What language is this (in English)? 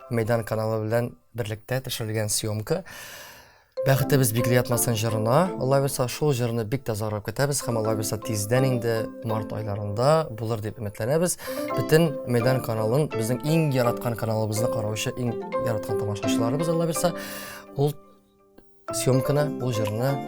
Tatar